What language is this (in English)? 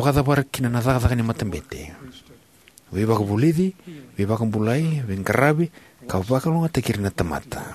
Fijian